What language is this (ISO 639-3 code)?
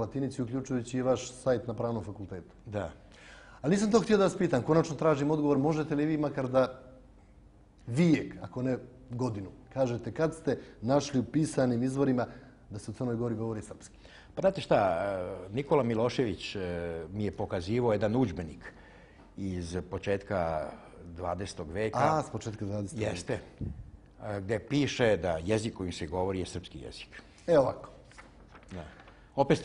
srp